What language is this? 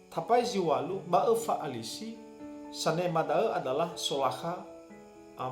Nias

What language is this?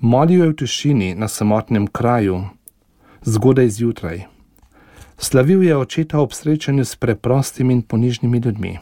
Slovenian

